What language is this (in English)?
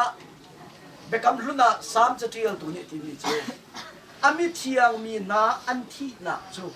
Hakha Chin